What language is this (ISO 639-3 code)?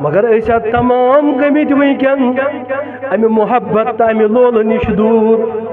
kas